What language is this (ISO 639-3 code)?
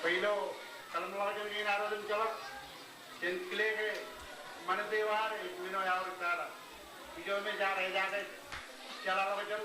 mah